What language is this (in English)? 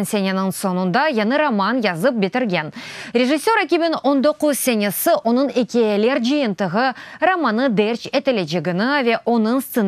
Crimean Tatar